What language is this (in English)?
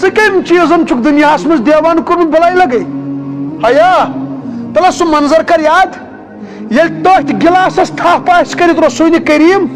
Kashmiri